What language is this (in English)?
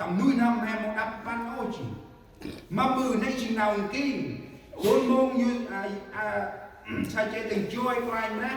Central Mnong